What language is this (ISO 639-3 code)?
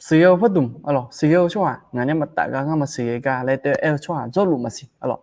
ahk